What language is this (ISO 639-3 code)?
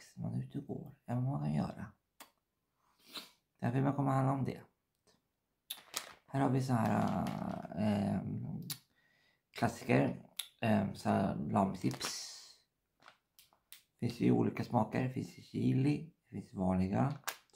swe